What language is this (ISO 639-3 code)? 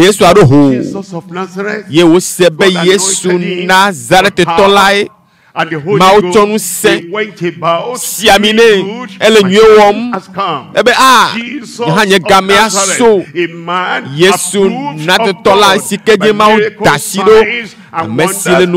ewe